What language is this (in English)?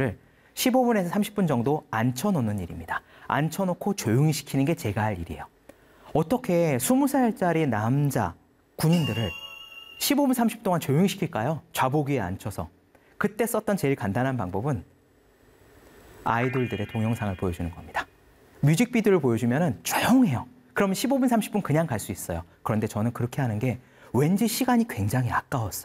Korean